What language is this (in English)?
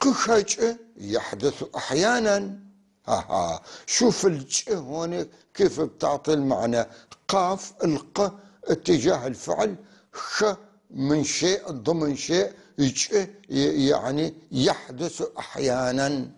North Levantine Arabic